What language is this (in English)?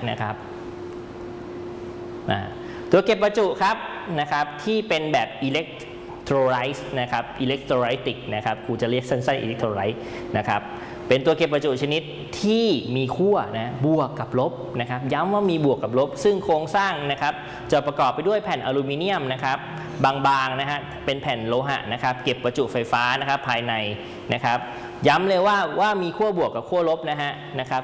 Thai